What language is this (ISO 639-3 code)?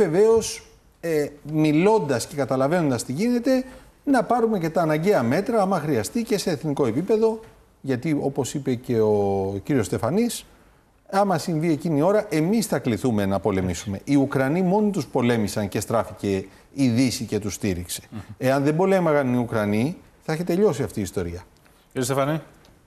ell